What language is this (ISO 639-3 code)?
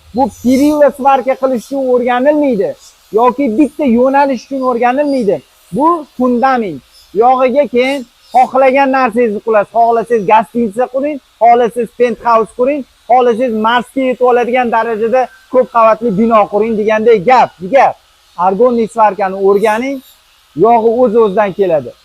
uzb